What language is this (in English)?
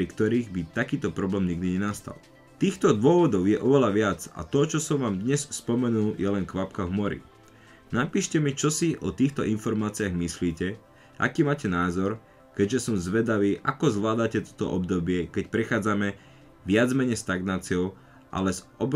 Slovak